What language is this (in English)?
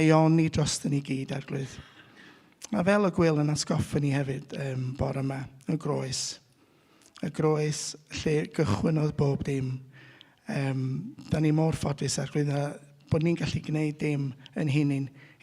Welsh